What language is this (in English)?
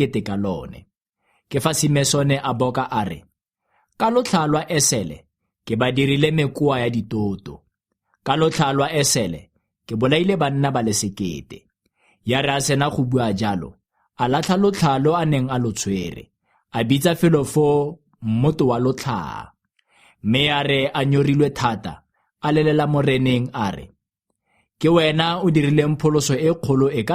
Tswana